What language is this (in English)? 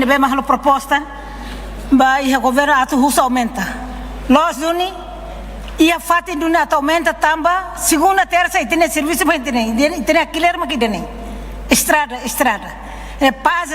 Tetum